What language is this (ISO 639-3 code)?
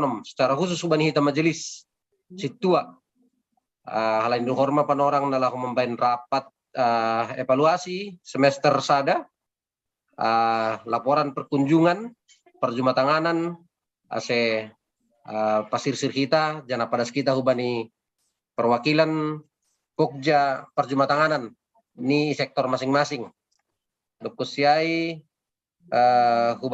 bts